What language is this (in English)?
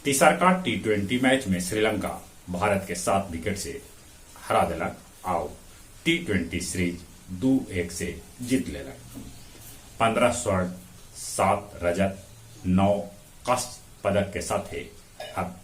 Magahi